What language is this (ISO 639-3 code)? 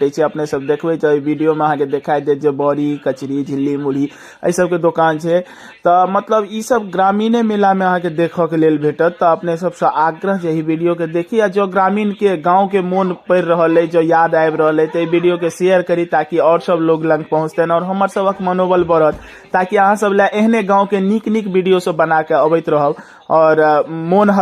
mai